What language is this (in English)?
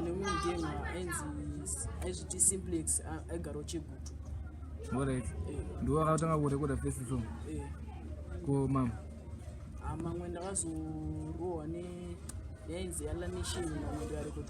Shona